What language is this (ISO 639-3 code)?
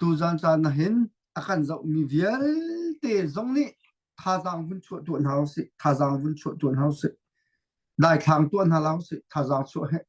cnh